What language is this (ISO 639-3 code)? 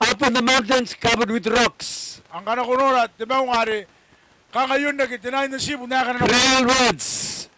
gil